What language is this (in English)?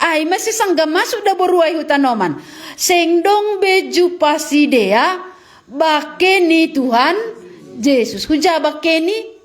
Batak Simalungun